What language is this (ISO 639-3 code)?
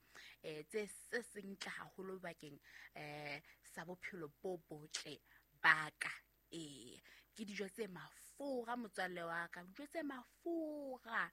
sot